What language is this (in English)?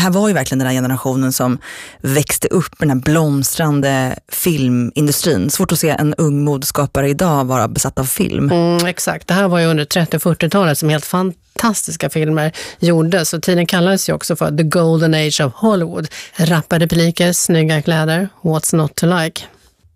Swedish